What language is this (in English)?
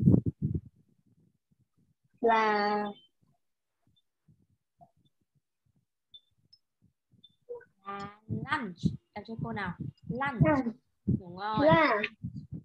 Vietnamese